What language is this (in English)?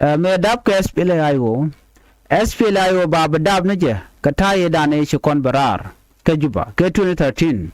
Nuer